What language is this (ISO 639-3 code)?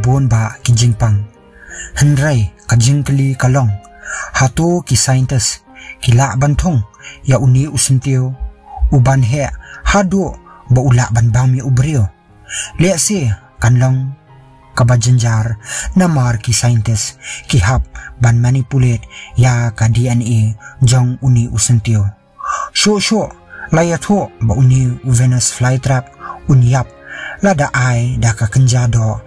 kha